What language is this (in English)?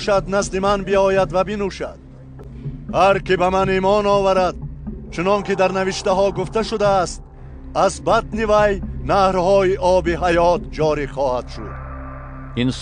Tajik